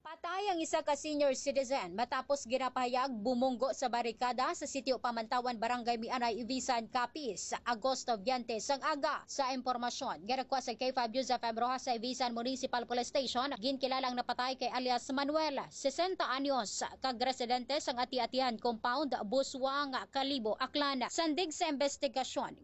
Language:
Hiligaynon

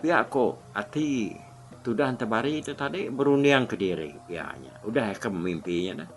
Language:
Iban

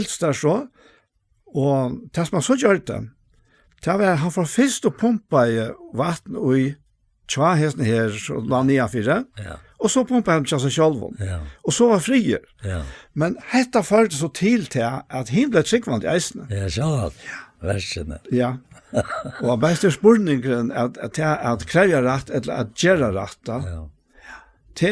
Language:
Faroese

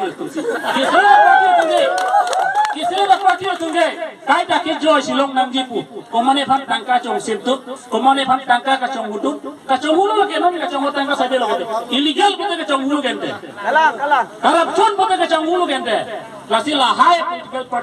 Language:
Karbi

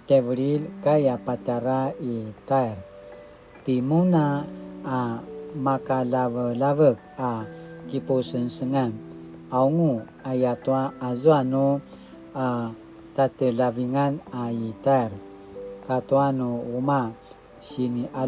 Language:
Paiwan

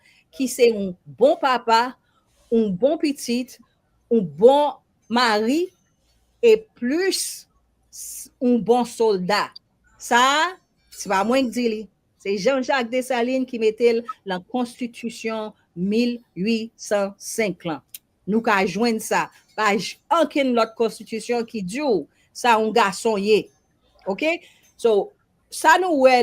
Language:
Haitian Creole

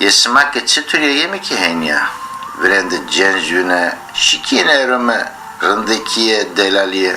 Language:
Zaza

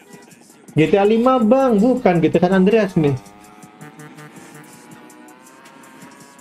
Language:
Indonesian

